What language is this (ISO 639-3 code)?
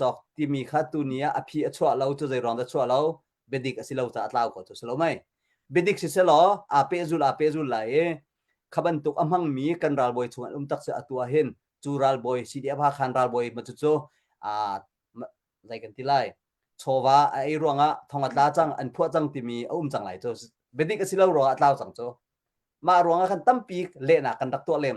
cnh